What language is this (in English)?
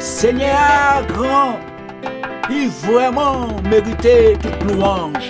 Guadeloupean Creole French